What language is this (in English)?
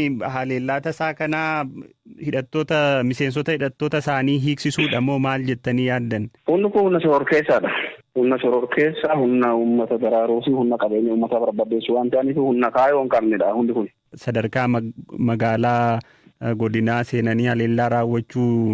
Oromo